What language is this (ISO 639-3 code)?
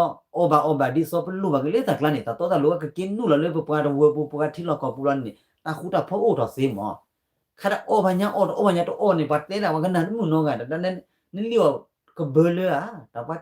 ksw